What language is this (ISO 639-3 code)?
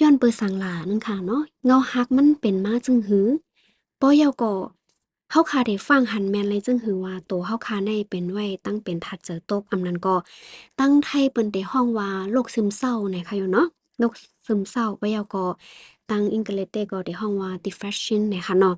shn